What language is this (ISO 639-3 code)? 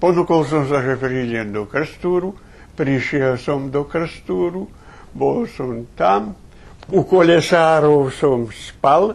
rue